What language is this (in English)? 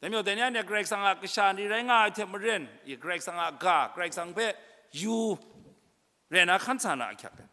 Kachin